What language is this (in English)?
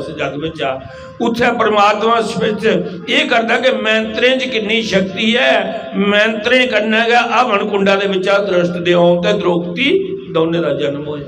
Dogri